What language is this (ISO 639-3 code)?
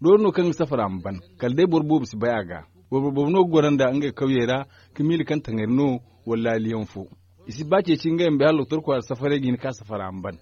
dje